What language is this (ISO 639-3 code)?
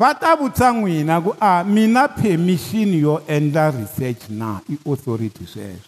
tso